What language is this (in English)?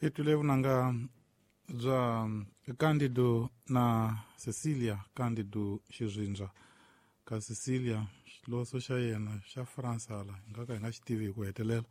Tsonga